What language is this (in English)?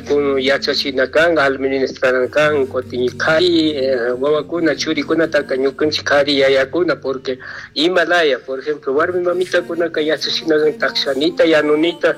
Chimborazo Highland Quichua